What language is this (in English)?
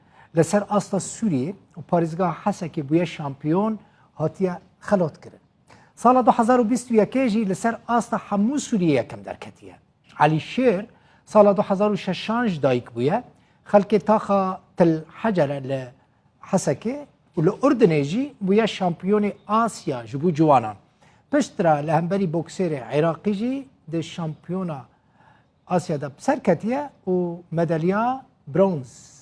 Kurdish